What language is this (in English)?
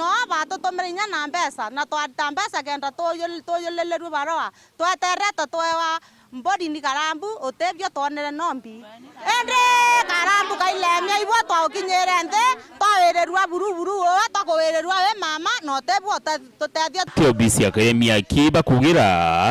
Meru